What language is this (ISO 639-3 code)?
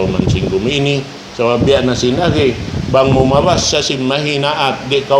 tsg